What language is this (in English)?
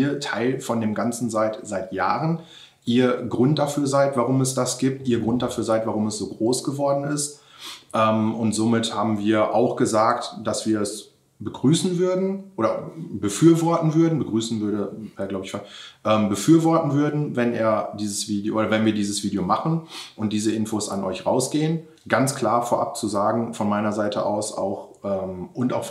German